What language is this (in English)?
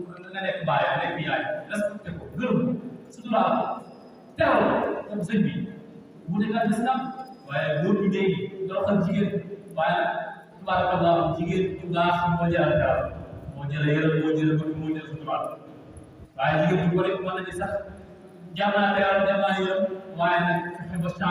Wolof